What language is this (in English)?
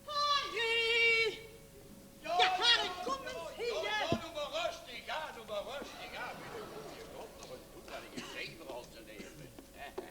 Limburgish